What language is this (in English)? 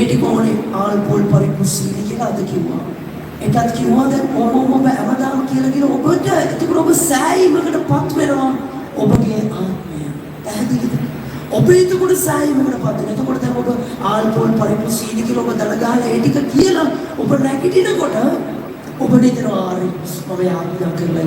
Sinhala